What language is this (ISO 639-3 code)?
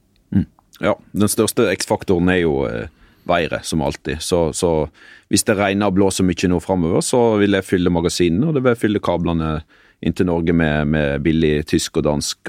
nor